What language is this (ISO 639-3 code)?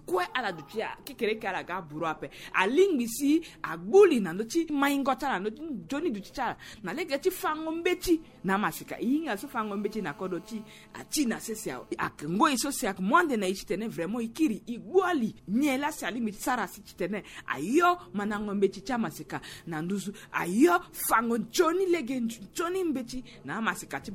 sag